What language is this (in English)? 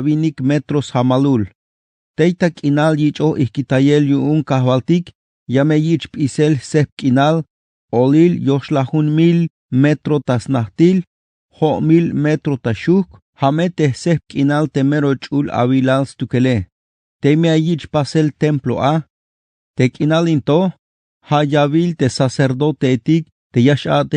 Tzeltal